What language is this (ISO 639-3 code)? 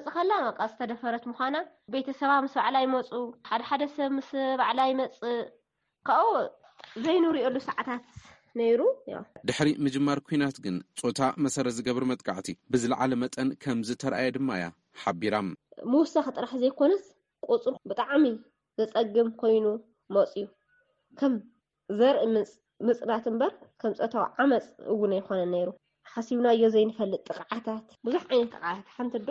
tir